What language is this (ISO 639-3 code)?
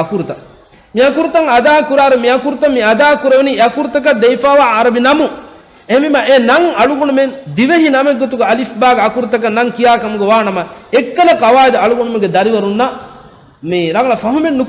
div